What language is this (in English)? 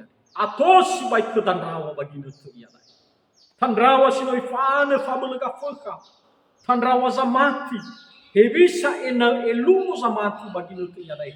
Nias